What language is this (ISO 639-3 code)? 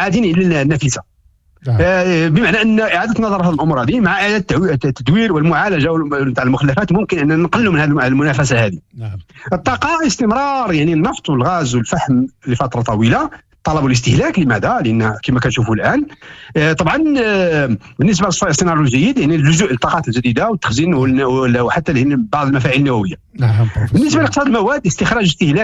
ary